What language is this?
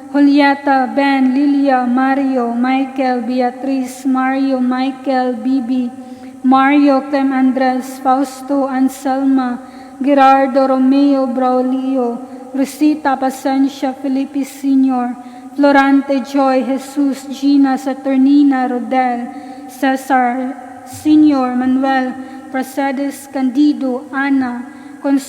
Cebuano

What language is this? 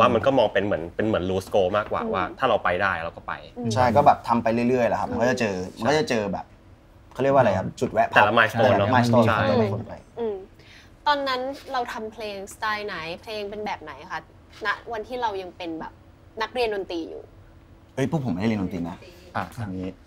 Thai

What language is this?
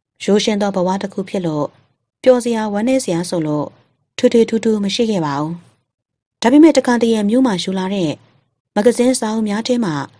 Burmese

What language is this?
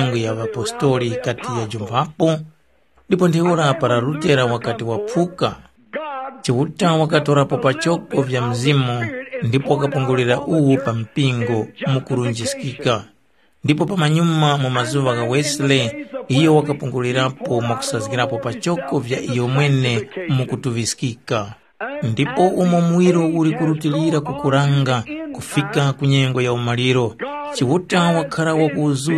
Tumbuka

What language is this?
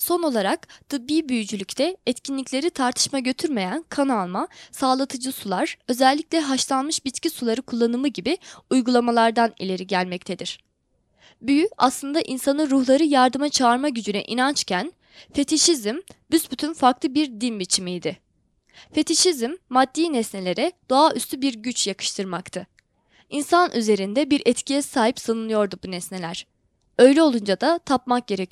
Turkish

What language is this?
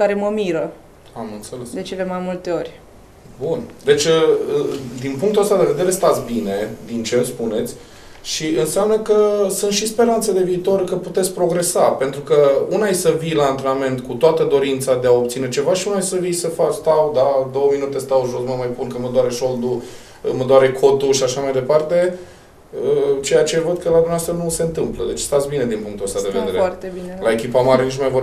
Romanian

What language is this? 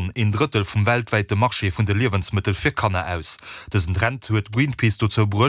Luxembourgish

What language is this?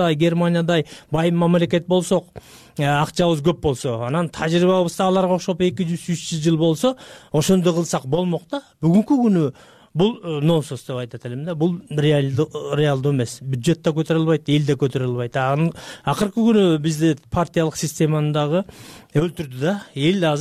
Kyrgyz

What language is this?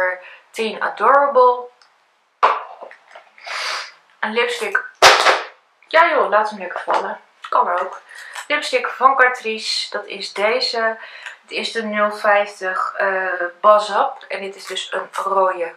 Dutch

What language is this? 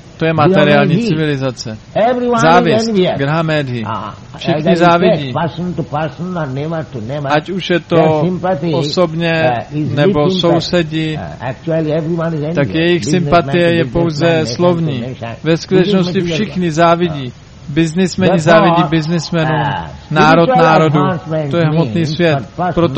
Czech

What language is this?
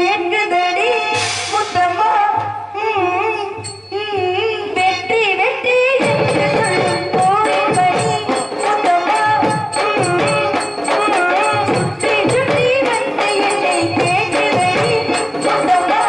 Tamil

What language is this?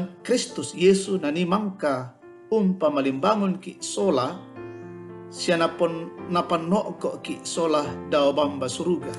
Toraja-Sa'dan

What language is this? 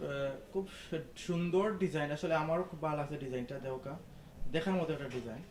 Sylheti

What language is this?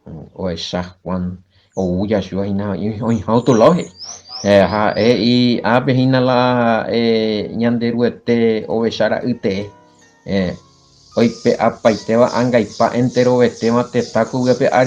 Guarani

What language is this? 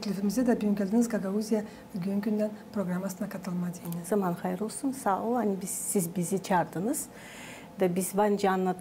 Gagauz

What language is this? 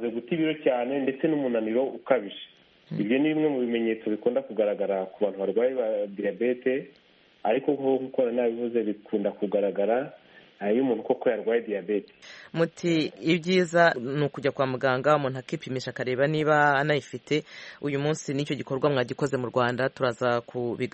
Kinyarwanda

